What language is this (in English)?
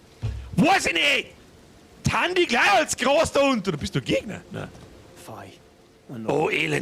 Bavarian